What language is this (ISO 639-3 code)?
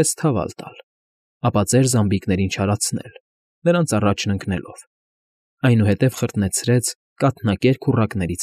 hye